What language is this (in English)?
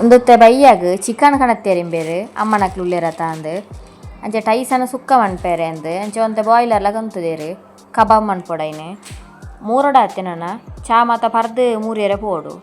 Tulu